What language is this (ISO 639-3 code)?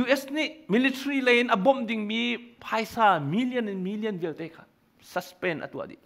cnh